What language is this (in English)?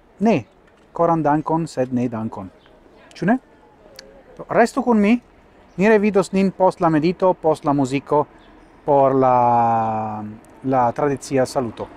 Esperanto